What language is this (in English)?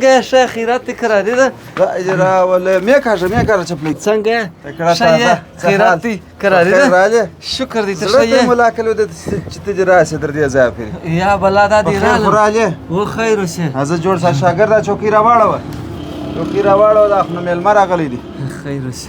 Pashto